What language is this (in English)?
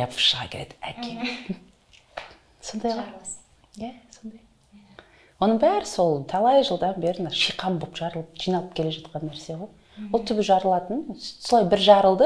Kazakh